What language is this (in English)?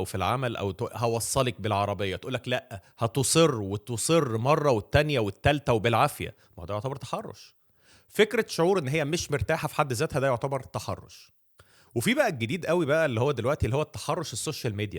Egyptian Arabic